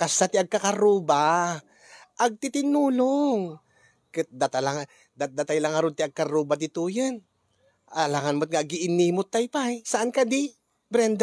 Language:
Iloko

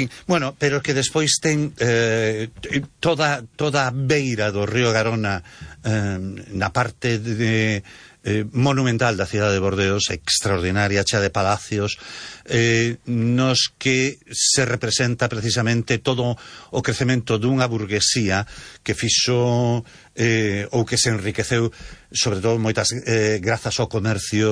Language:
Galician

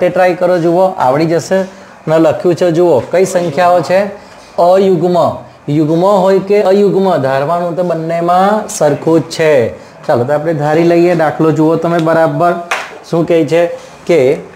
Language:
Gujarati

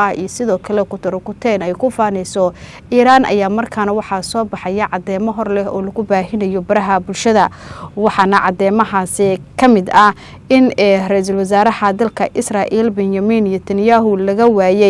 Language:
Somali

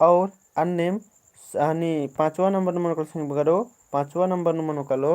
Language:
Kurukh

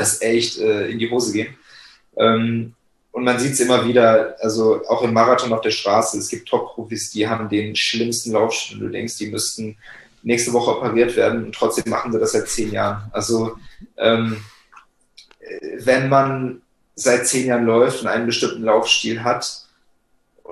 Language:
German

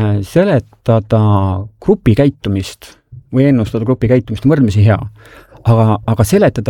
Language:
Estonian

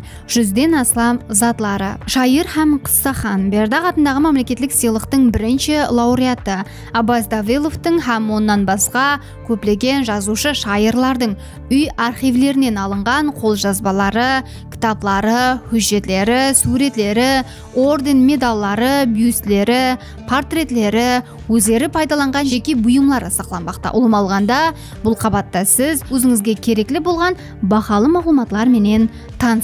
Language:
Kara-Kalpak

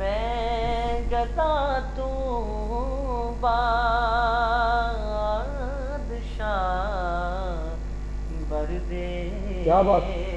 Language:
Urdu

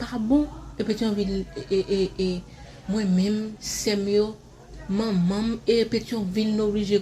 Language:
Haitian Creole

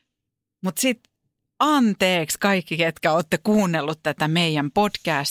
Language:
Finnish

